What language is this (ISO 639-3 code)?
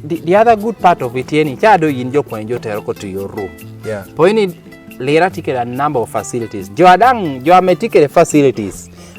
laj